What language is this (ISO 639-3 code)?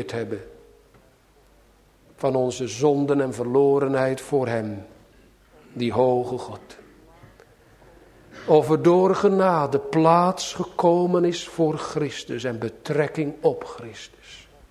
nld